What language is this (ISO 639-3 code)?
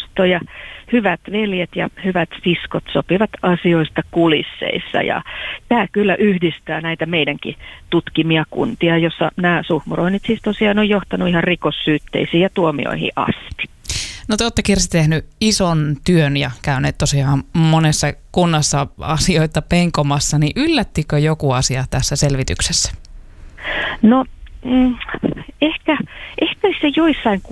fin